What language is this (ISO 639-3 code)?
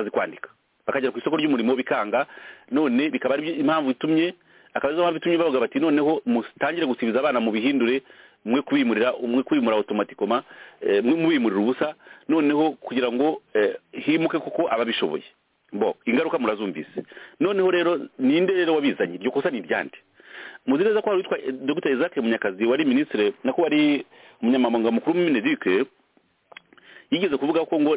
kin